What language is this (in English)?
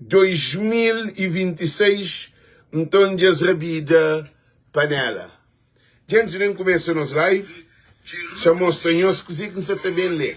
Kabuverdianu